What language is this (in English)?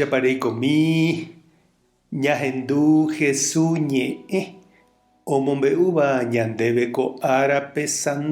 Guarani